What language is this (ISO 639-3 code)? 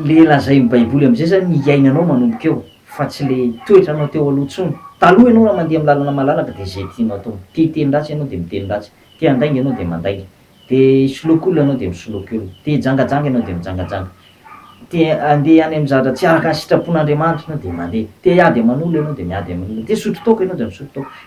mlg